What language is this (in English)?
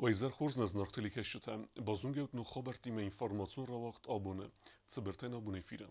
Ossetic